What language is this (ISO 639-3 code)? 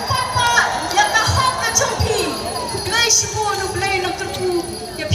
kha